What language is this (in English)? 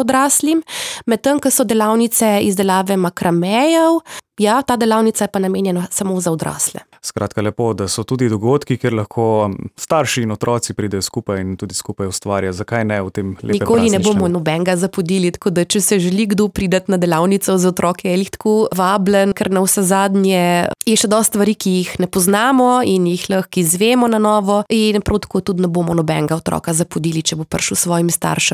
Slovenian